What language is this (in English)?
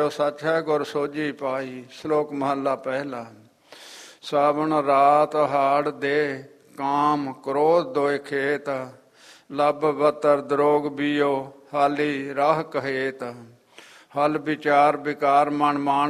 Punjabi